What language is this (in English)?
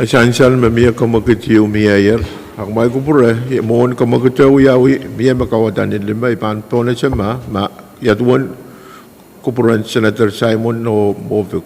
Pohnpeian